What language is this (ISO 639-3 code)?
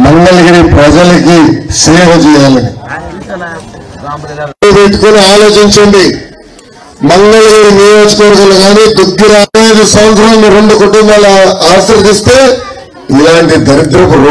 tel